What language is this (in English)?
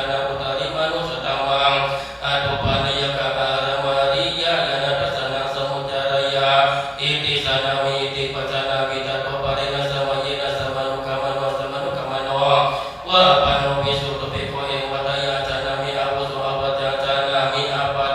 Pali